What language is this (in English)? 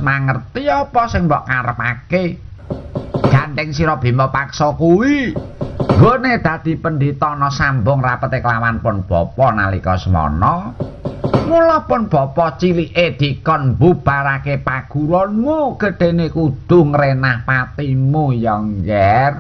Javanese